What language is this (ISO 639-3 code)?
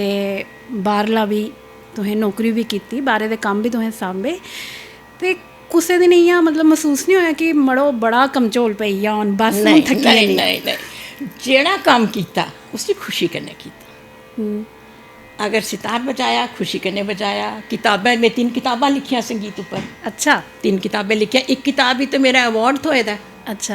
doi